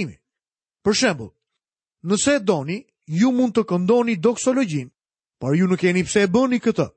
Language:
Albanian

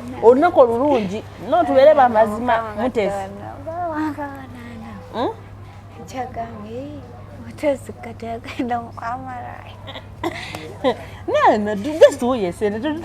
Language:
Ganda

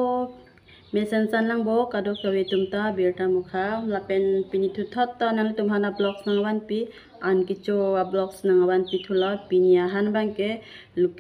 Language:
Karbi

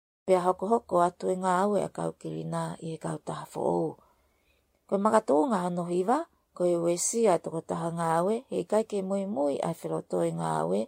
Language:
Tongan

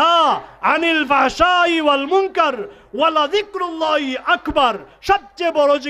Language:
Sylheti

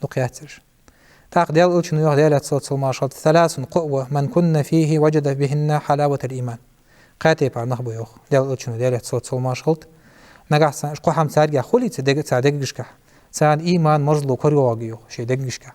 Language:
Ingush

